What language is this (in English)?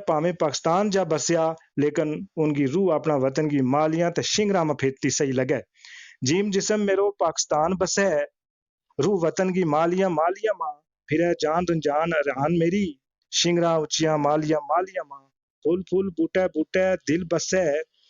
Gujari